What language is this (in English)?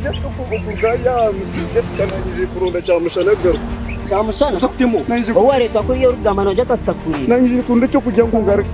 Nyankole